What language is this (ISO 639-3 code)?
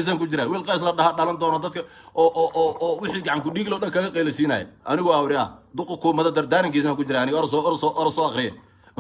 som